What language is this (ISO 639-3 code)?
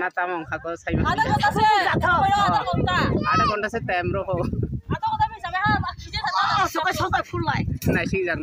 trp